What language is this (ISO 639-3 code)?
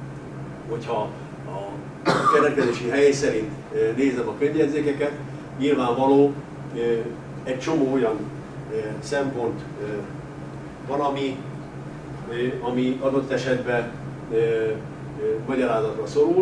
hun